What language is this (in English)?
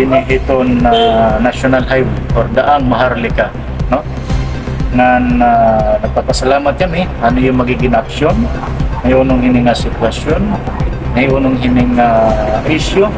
Waray